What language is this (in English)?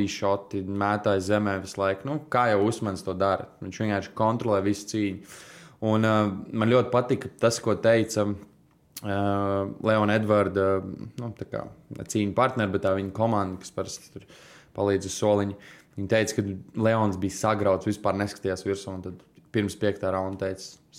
Latvian